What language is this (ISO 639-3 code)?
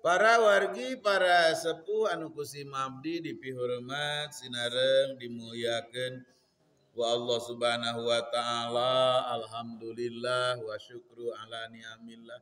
sun